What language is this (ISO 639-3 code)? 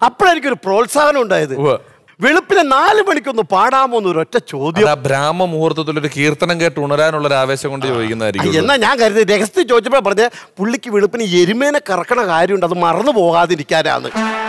mal